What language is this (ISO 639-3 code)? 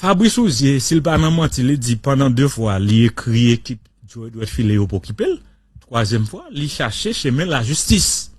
hat